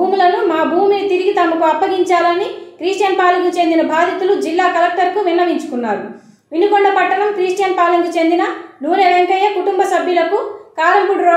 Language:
Telugu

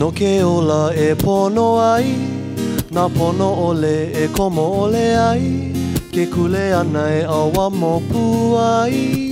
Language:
Hawaiian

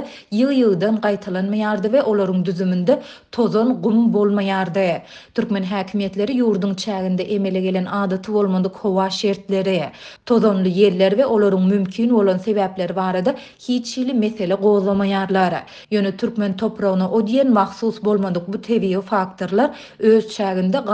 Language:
Turkmen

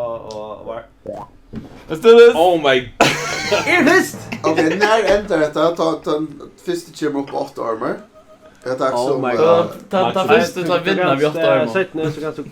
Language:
Faroese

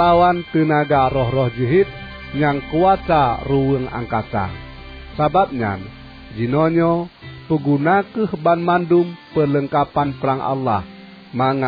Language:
Achinese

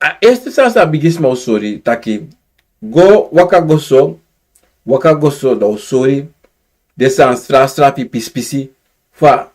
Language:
Sranan Tongo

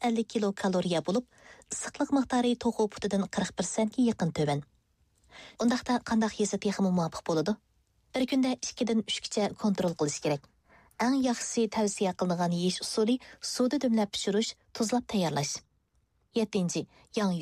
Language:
Uyghur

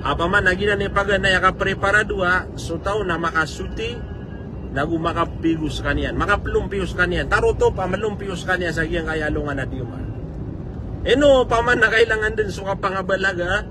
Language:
Maranao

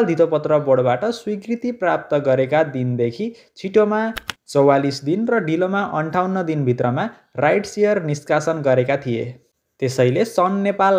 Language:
Nepali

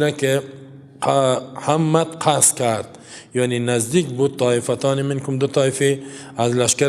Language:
Persian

